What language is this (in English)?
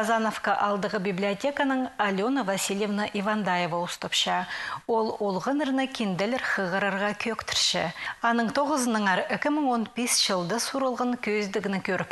Khakas